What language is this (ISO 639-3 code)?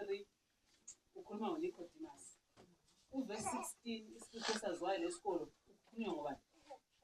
nde